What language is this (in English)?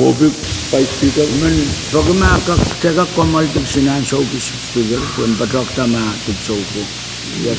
Pohnpeian